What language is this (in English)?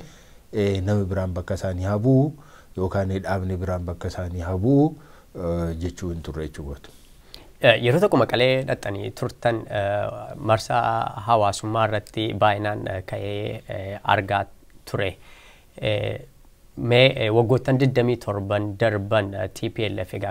Oromo